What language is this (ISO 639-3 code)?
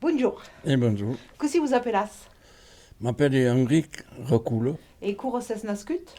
oci